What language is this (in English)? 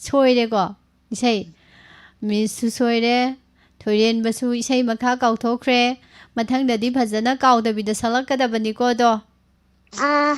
Manipuri